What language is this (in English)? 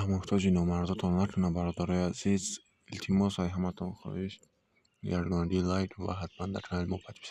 Tajik